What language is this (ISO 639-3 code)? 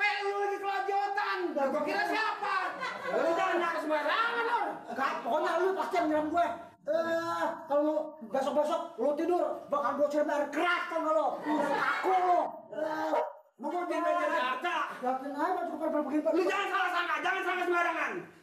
bew